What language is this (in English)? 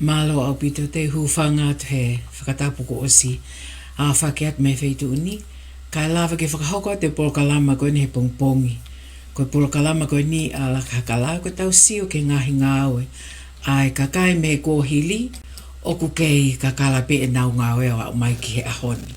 Tongan